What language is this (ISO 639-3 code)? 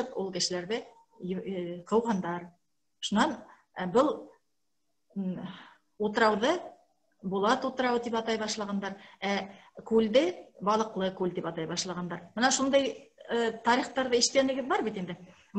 bak